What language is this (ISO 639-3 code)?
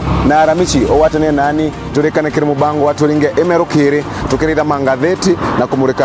mer